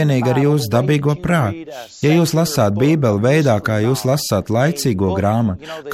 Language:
Latvian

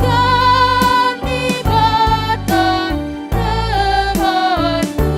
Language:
Batak Karo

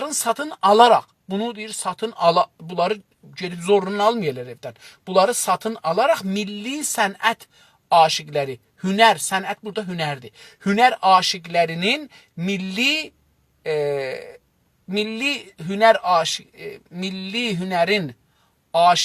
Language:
South Azerbaijani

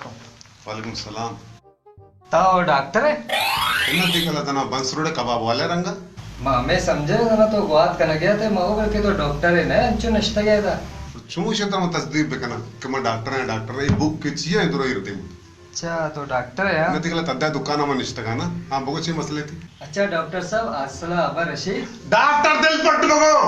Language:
Baluchi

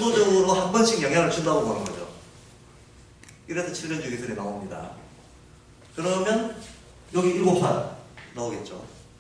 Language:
Korean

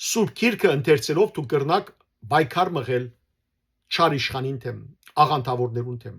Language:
Western Armenian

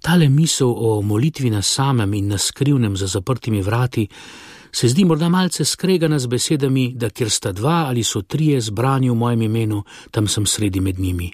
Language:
Slovenian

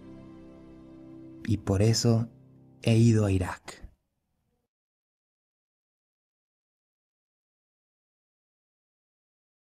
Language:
Spanish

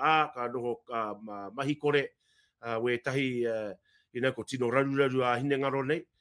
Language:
Māori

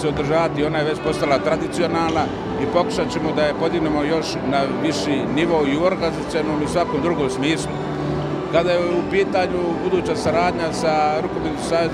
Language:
Bosnian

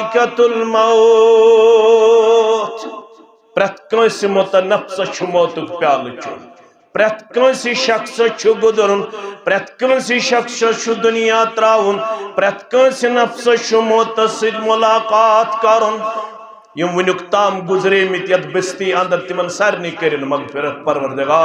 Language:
Kashmiri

